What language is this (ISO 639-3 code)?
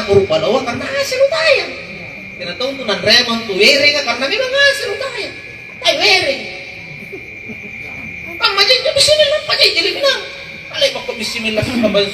mak